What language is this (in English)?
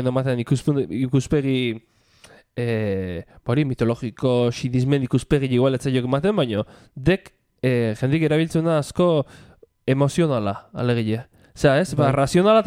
Basque